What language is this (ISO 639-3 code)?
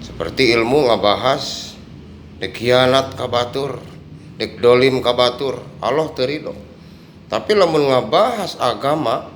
sun